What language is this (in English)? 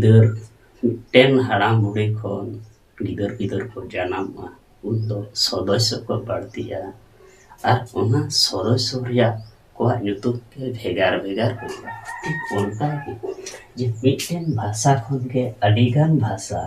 Santali